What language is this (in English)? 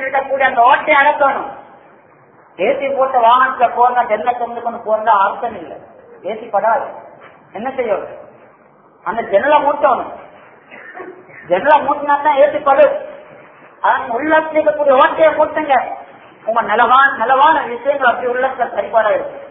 Tamil